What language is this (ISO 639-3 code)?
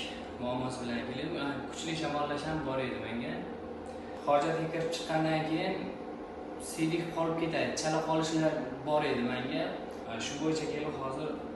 uzb